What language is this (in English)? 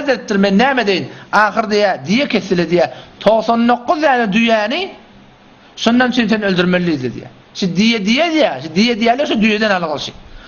Turkmen